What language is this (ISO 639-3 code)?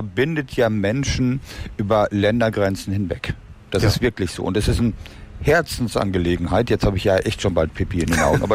deu